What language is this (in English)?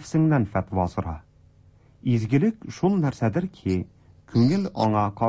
Tatar